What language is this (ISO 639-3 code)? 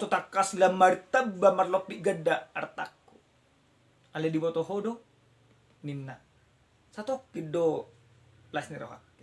bbc